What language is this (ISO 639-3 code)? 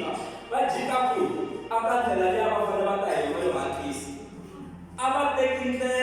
tso